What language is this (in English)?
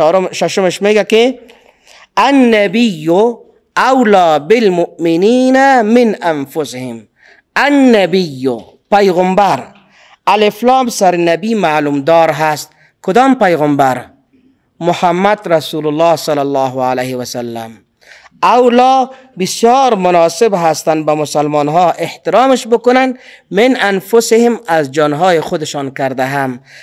Persian